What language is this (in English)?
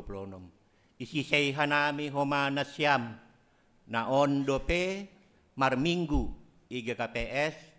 Batak Simalungun